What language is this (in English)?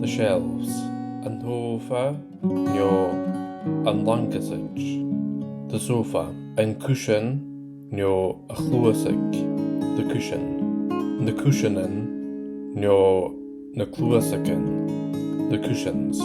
Scottish Gaelic